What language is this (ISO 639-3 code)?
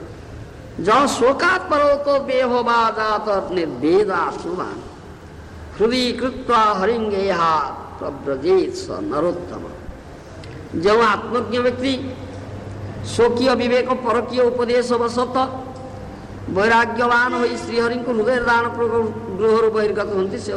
ori